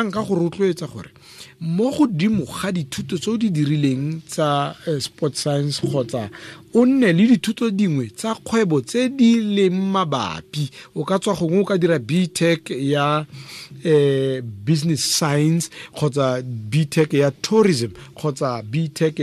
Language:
Tswana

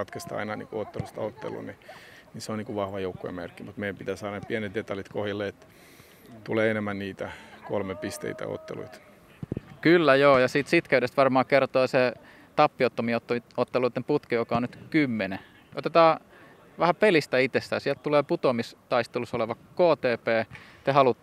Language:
Finnish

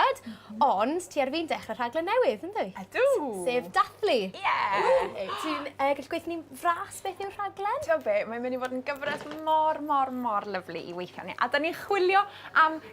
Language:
Welsh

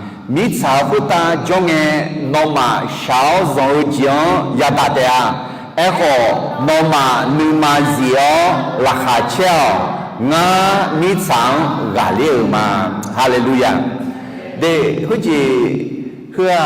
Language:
Akha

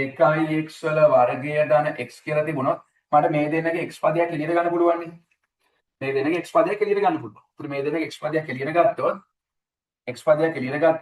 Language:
Sinhala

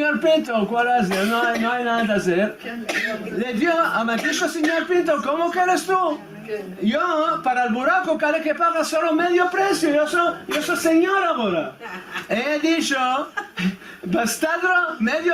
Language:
Ladino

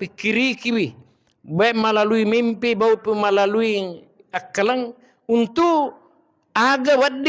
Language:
Buginese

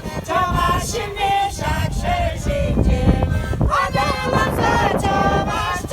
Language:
Chuvash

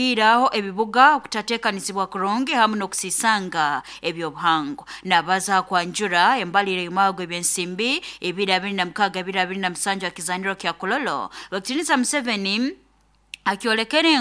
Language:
Nyoro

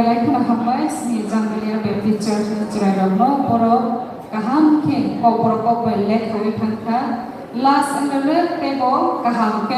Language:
Kok Borok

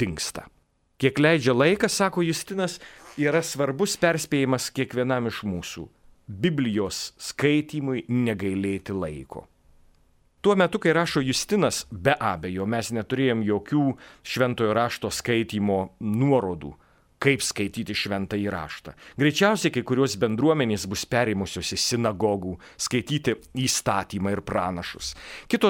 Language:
Lithuanian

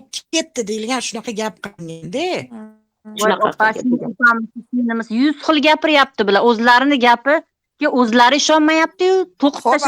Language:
Uzbek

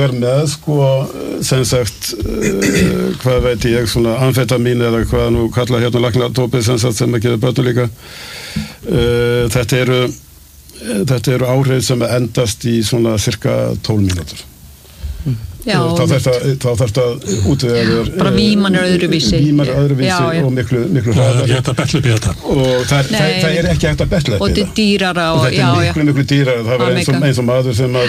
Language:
Icelandic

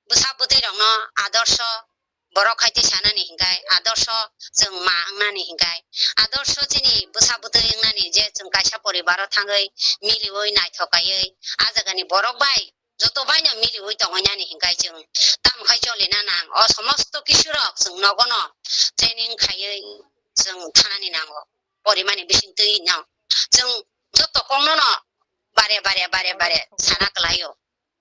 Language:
Kok Borok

